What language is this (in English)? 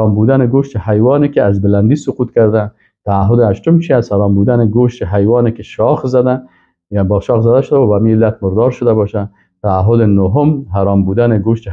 Persian